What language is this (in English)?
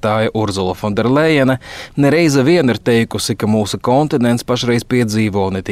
Latvian